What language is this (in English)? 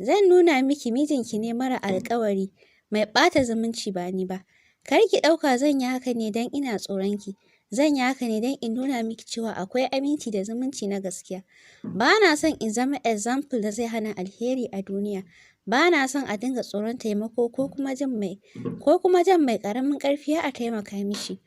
Hausa